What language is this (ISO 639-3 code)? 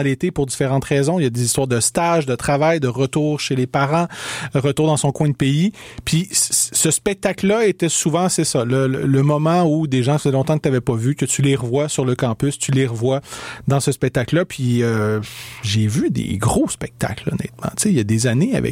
fra